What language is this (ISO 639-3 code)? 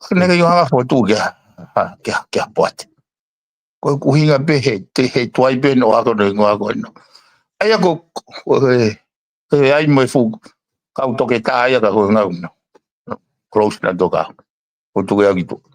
ton